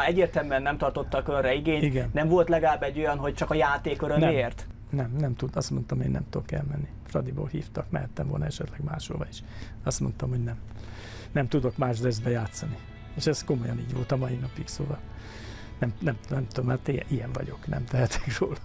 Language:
Hungarian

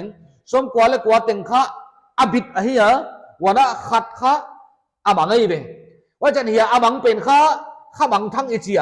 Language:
Paite Chin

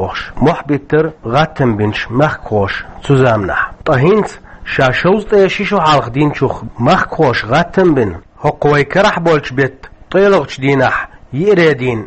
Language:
Chechen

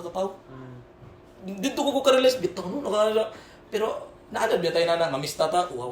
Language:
Cebuano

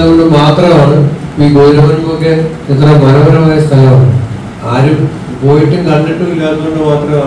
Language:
Malayalam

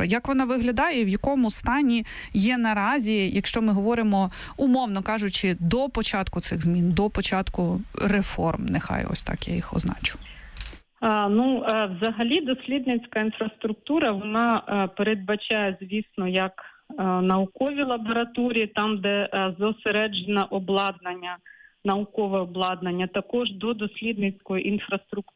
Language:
Ukrainian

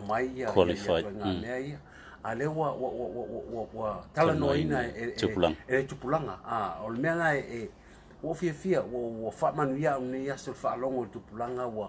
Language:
Samoan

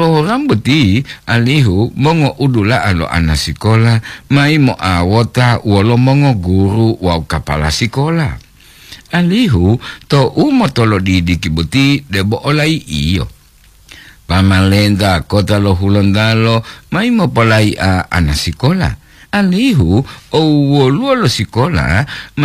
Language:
Gorontalo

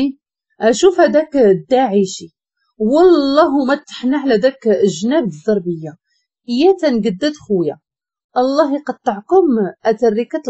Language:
Moroccan Arabic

